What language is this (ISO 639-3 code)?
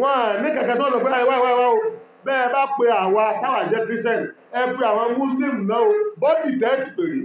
yor